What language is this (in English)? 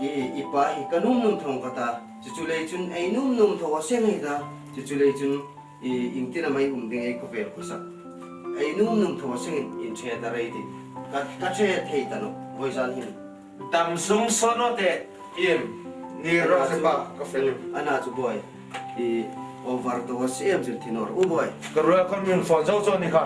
Hmar